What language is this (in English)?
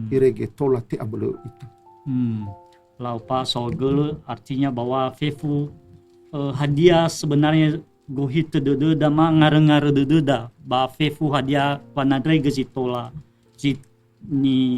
Nias